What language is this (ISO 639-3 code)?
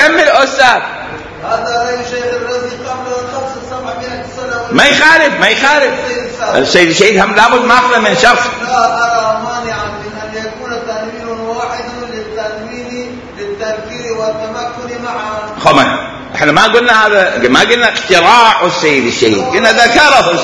acm